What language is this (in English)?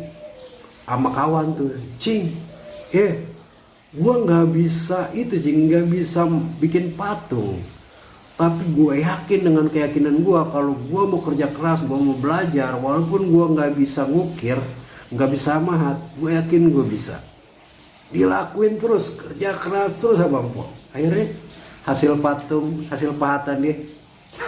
Betawi